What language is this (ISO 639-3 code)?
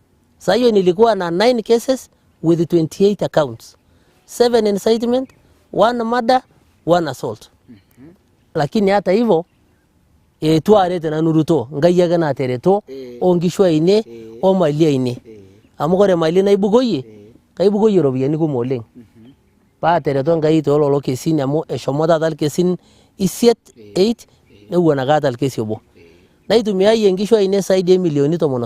mas